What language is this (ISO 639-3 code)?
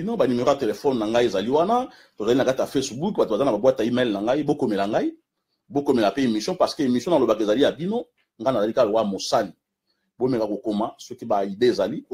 lin